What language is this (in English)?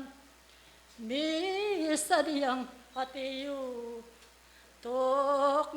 Pampanga